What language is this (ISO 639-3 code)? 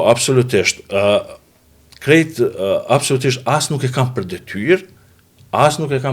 sqi